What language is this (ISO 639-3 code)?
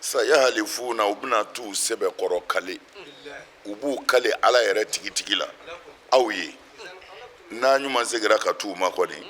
bam